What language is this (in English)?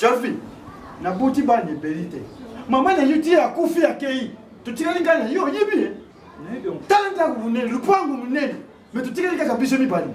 Lingala